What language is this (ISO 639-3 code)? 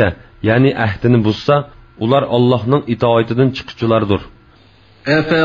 uig